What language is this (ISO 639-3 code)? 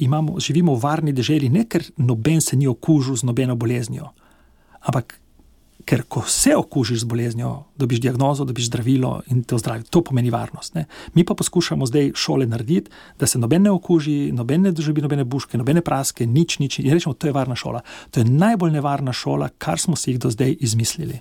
slv